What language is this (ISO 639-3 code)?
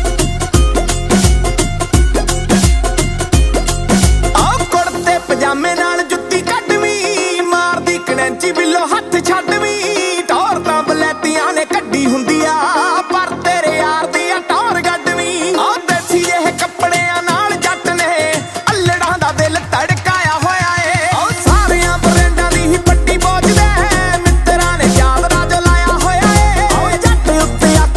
pan